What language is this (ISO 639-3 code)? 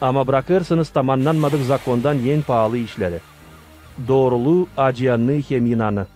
gag